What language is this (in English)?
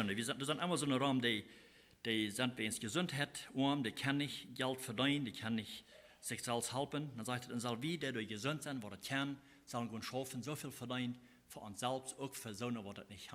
Plautdietsch